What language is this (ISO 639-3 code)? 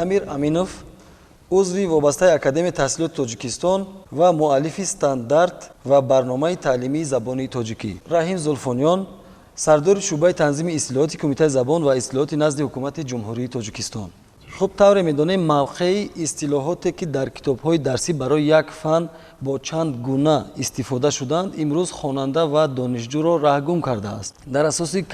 tgk